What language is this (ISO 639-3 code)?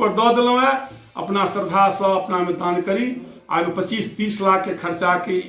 mai